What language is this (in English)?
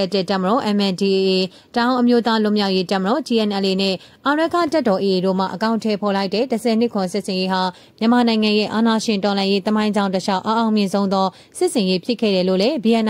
Burmese